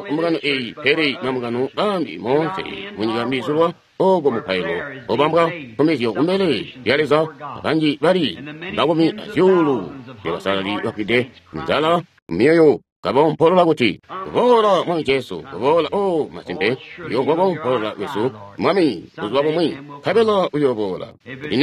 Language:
Tonga (Zambia)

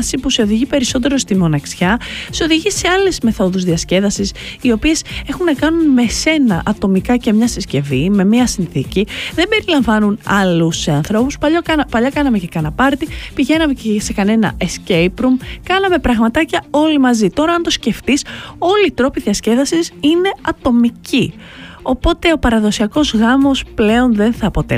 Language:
Greek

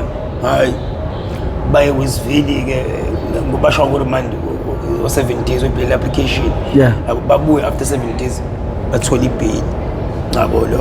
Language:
Zulu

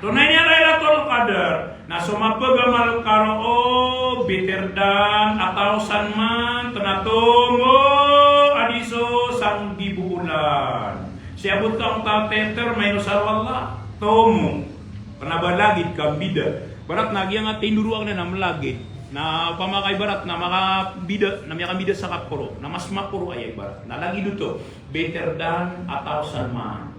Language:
Maranao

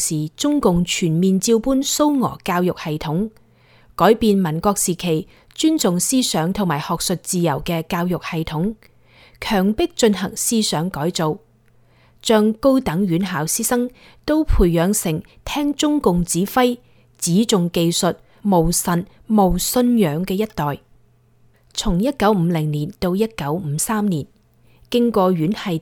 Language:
Cantonese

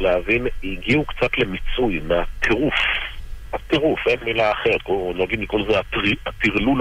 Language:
Hebrew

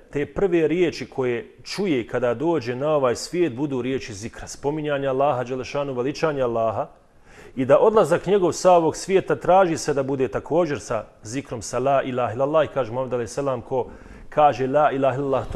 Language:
Bosnian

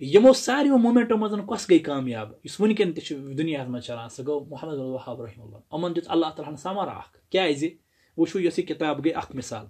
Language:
Kashmiri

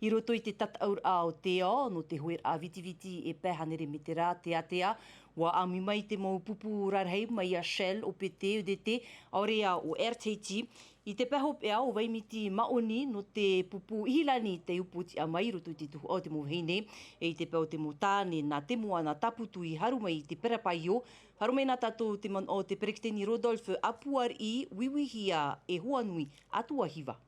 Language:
Tahitian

